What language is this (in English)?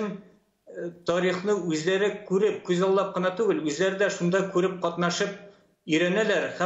Tatar